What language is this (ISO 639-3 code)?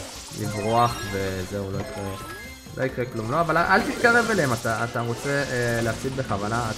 heb